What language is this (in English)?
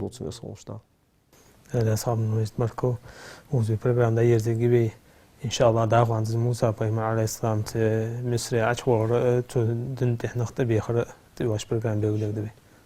Ingush